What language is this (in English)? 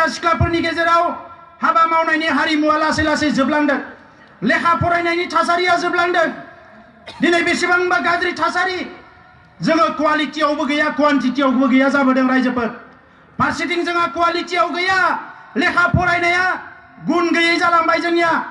Bodo